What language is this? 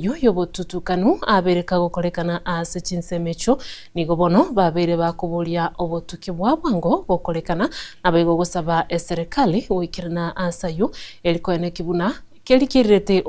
Gusii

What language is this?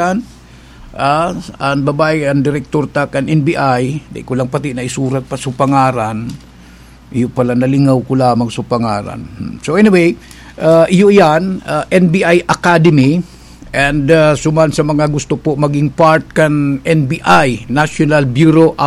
Bikol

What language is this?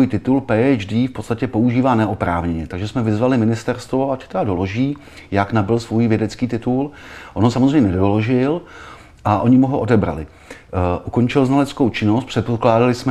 Czech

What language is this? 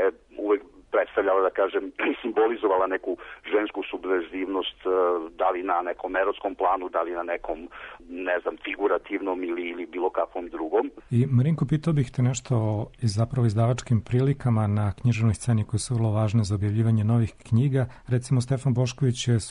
Serbian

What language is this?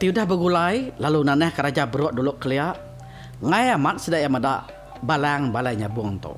Iban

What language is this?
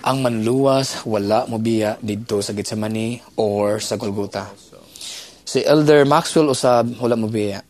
Cebuano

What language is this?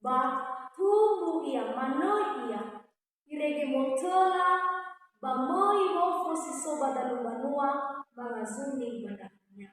Nias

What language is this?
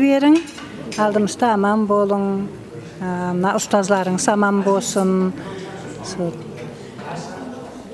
Kara-Kalpak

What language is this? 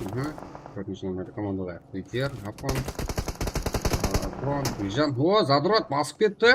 Kara-Kalpak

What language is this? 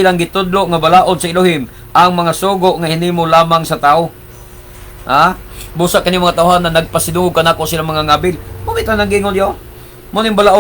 Cebuano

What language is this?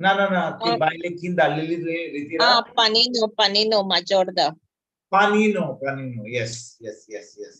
Konkani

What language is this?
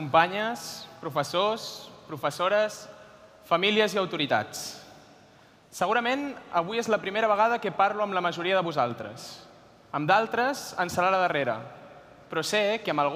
Catalan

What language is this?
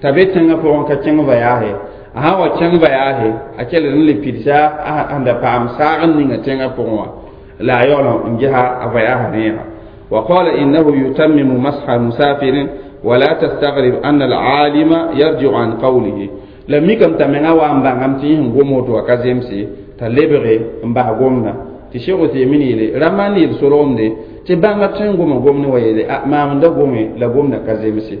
Mossi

